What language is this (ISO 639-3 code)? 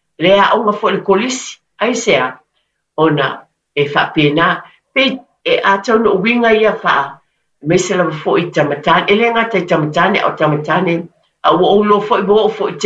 smo